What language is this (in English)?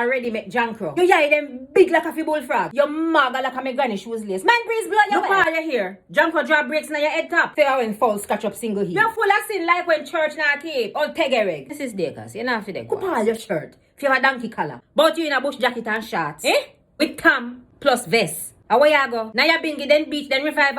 Jamaican Creole English